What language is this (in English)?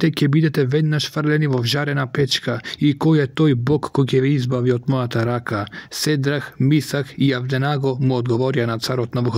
Macedonian